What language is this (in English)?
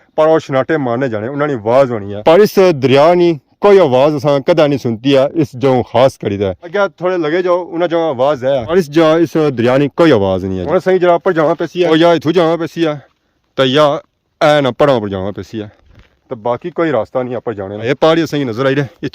Pahari-Potwari